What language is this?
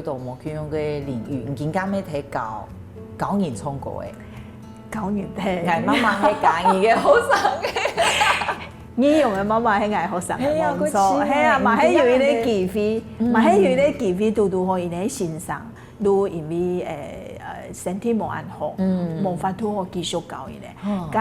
Hakka Chinese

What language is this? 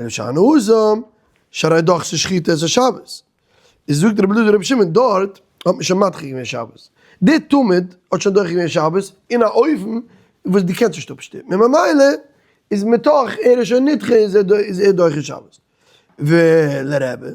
Yiddish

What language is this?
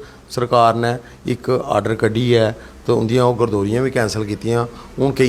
Dogri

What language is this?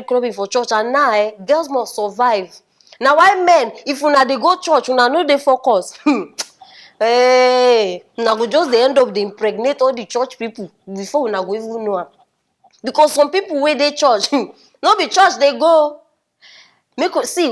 Nigerian Pidgin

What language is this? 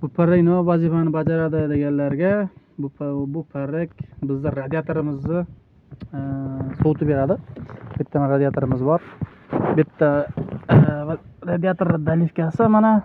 Uzbek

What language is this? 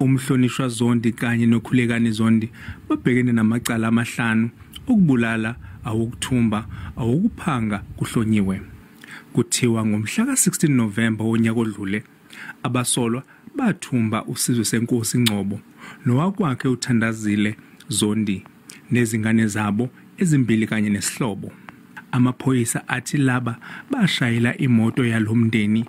Zulu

